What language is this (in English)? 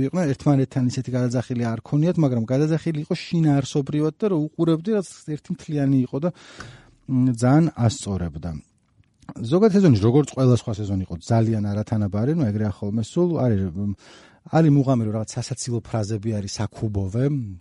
Georgian